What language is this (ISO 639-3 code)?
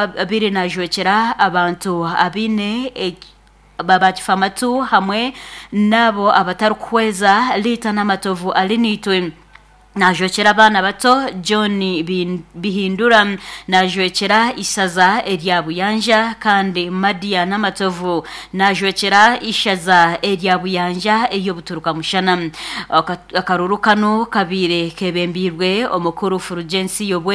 nyn